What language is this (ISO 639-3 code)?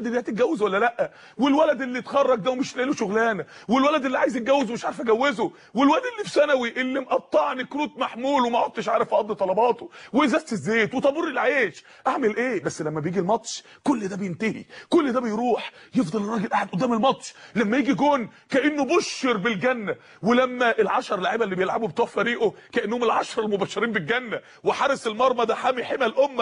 arz